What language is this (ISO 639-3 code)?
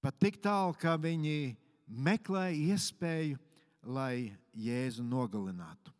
lav